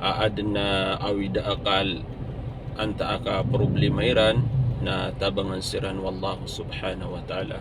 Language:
Maranao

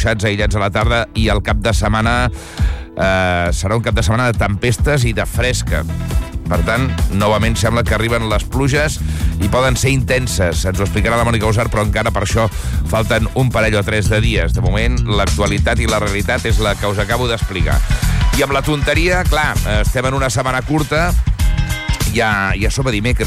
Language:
Catalan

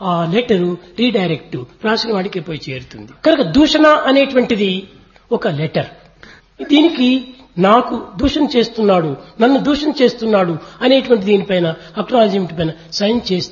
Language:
Telugu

